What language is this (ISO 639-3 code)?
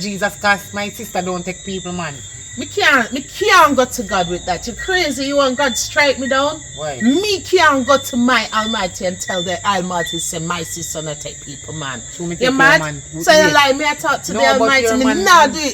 jam